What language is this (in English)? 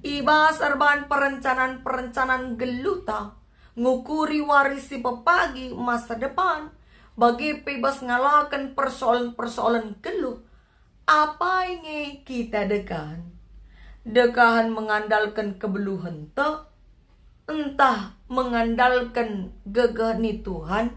Batak Karo